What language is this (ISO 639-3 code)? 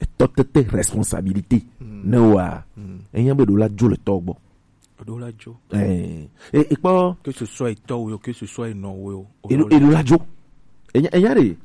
gej